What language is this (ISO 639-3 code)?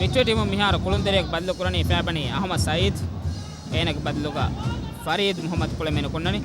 div